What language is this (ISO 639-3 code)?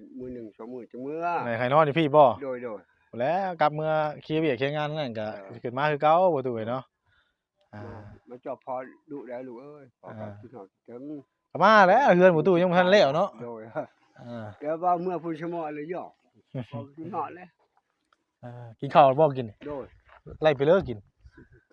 tts